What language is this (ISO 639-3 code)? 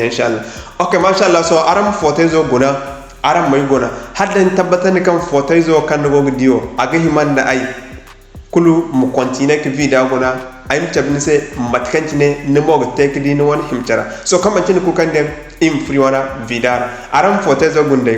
dje